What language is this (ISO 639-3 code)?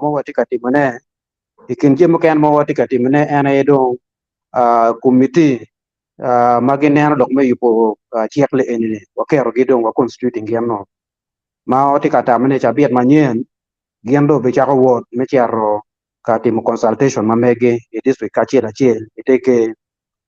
ach